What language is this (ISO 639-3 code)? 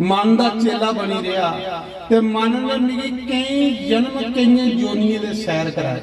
doi